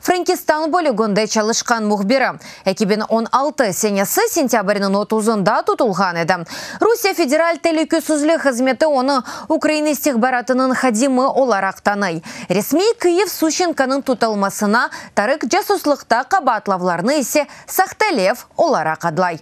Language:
Crimean Tatar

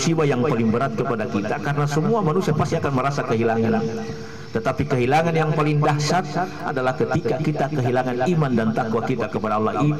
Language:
Indonesian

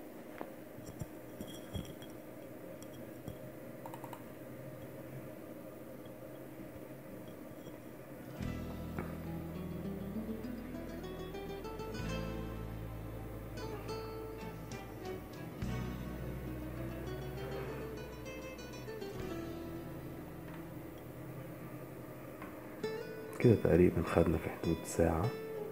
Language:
Egyptian Arabic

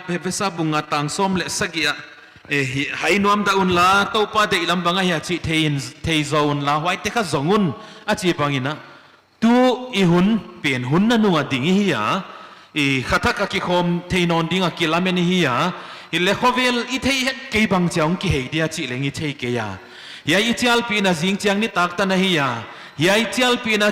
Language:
Paite Chin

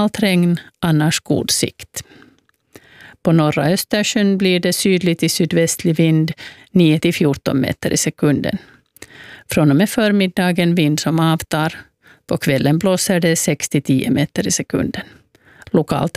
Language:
Swedish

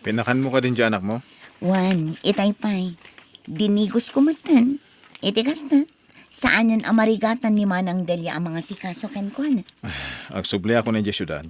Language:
Iloko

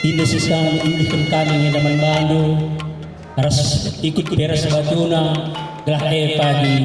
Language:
Batak Karo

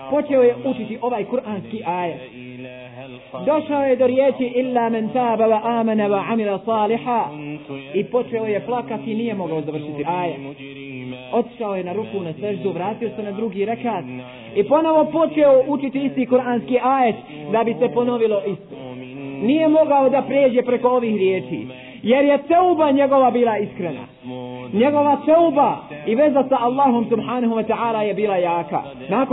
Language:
Bosnian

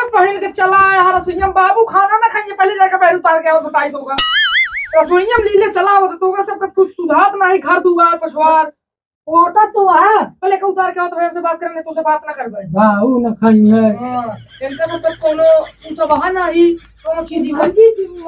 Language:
Awadhi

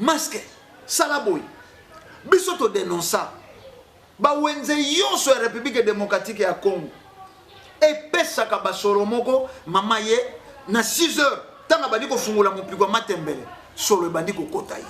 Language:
Lingala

